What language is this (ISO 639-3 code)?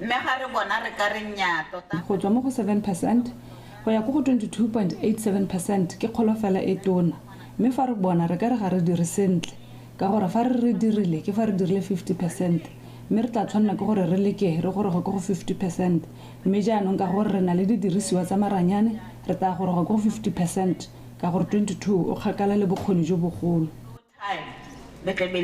tsn